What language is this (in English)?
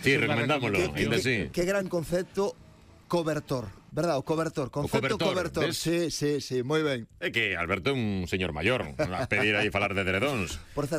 Galician